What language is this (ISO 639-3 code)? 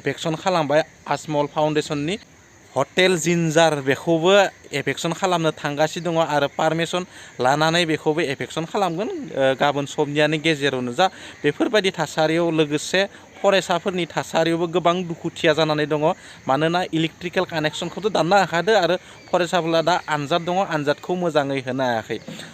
brx